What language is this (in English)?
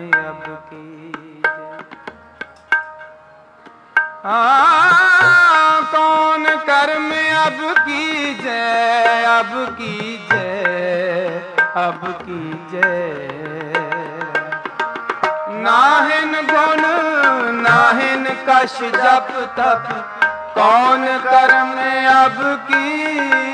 Punjabi